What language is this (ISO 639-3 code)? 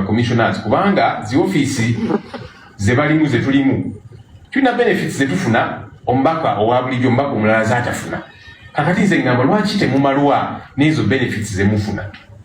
lug